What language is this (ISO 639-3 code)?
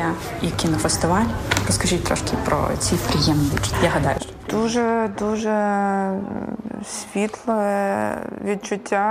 ukr